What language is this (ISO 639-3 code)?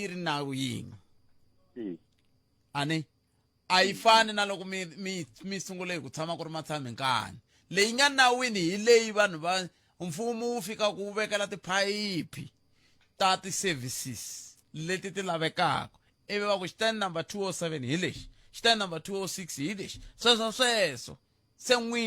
tso